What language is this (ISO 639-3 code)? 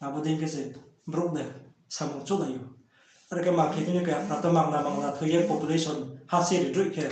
ria